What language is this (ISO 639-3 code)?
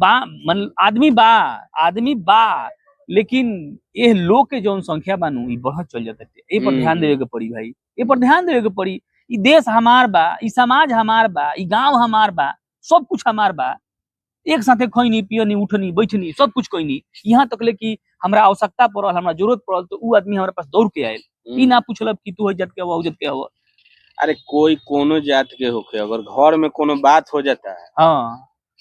bho